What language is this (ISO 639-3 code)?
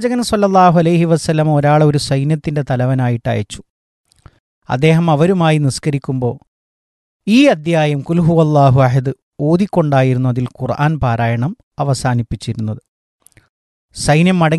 mal